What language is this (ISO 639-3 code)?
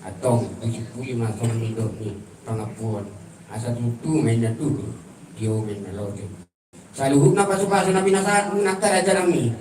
bbc